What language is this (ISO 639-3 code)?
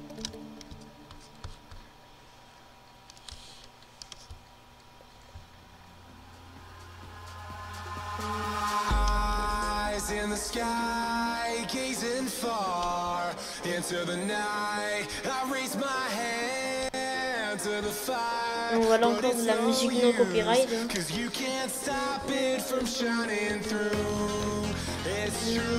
fra